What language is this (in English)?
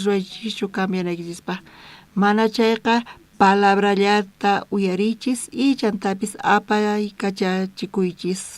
South Bolivian Quechua